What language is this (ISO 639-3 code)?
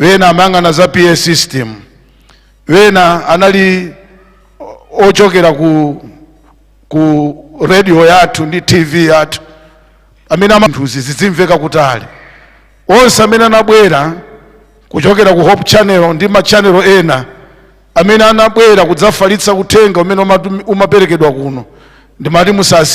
nya